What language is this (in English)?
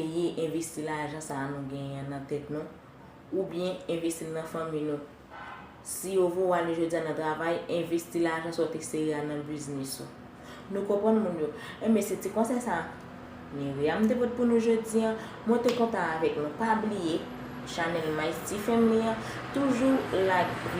Haitian Creole